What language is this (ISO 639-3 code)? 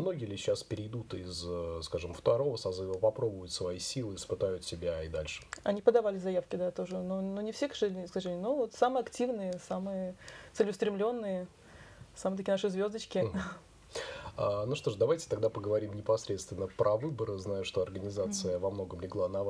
rus